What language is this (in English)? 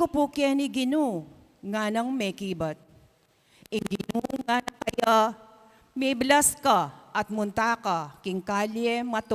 Pampanga